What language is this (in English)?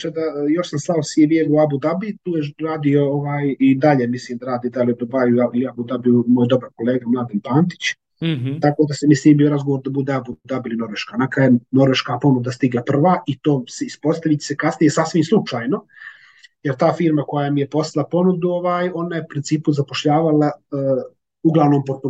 Serbian